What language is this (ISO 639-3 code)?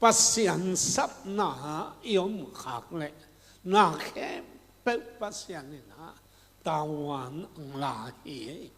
ctd